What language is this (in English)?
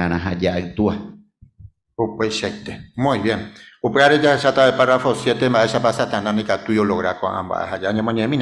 Guarani